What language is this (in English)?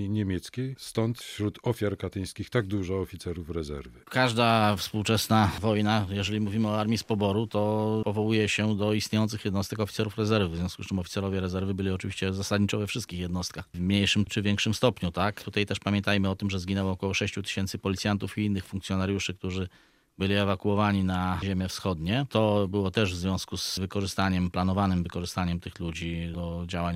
Polish